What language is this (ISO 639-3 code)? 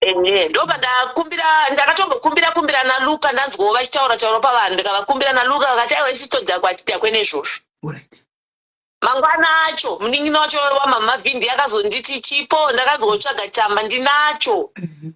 sna